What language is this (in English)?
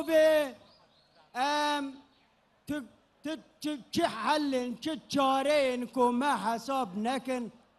Kurdish